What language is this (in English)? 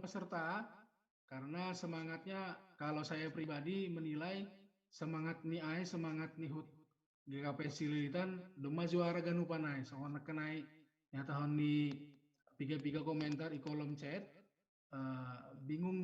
Batak Simalungun